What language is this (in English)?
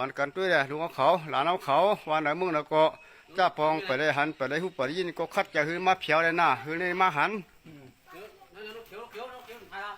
Shan